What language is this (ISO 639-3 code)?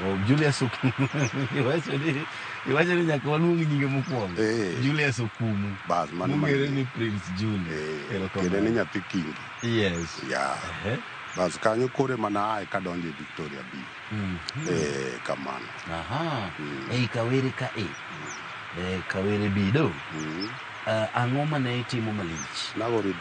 luo